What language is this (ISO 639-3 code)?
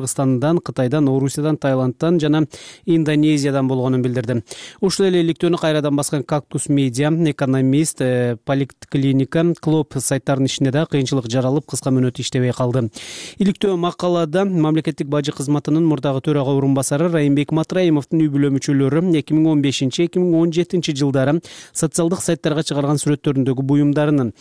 kir